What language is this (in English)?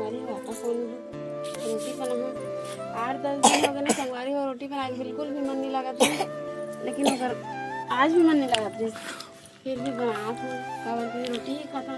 Chhattisgarhi